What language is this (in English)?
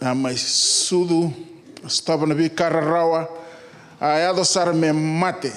Fijian